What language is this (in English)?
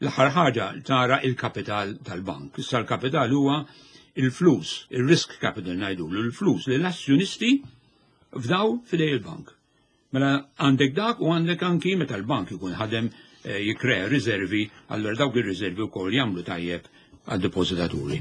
Maltese